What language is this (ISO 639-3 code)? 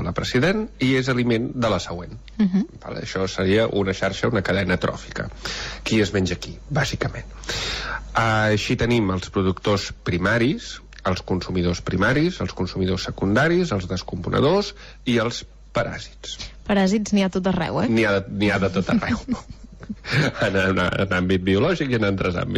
cat